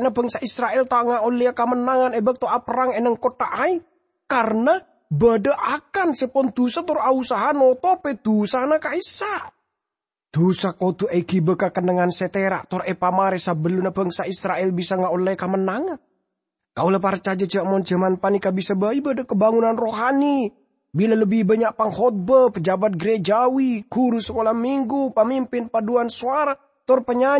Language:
Madurese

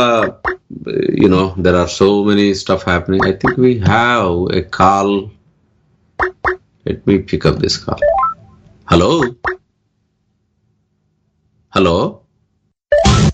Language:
Telugu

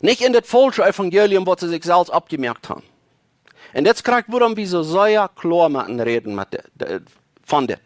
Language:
Plautdietsch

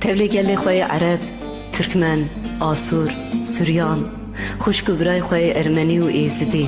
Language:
Kurdish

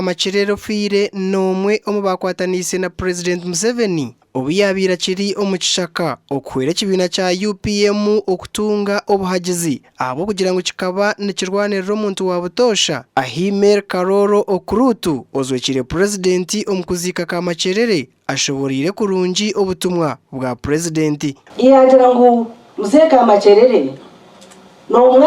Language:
Nyankole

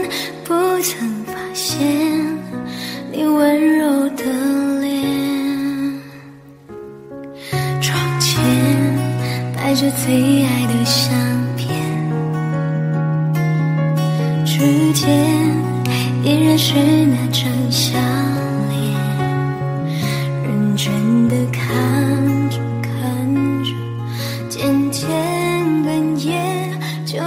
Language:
Chinese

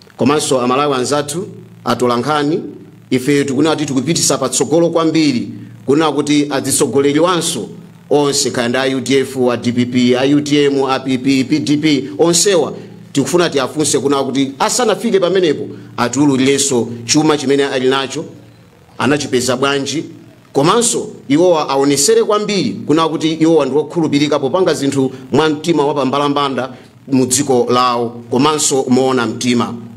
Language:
Nyanja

